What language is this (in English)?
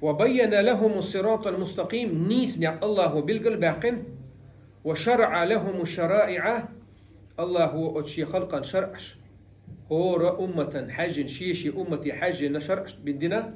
Chechen